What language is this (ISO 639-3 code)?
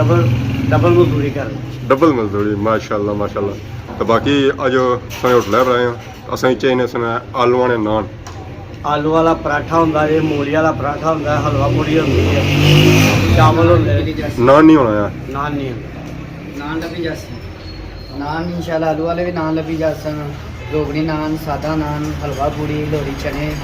phr